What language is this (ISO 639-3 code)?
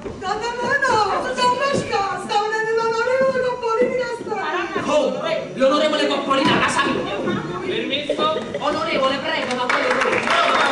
nap